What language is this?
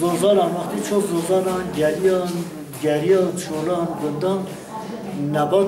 Kurdish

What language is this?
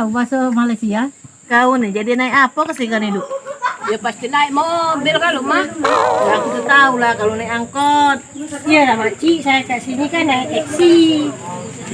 Musi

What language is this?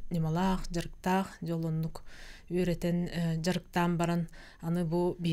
Yakut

